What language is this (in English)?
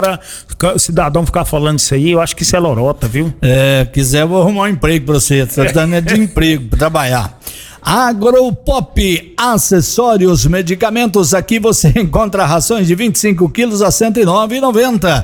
Portuguese